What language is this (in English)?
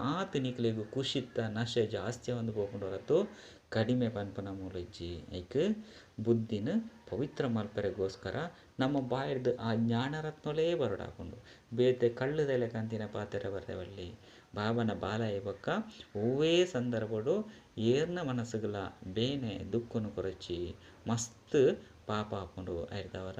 Tulu